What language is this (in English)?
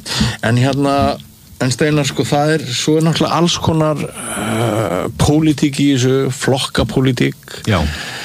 Icelandic